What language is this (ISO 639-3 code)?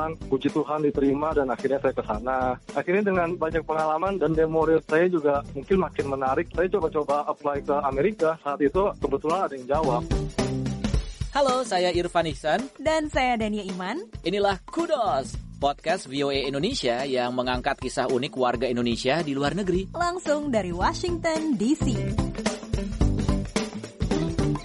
ind